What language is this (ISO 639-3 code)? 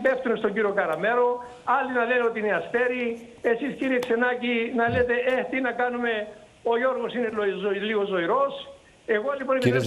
ell